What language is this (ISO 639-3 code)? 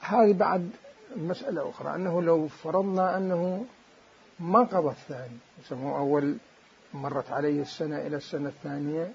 acm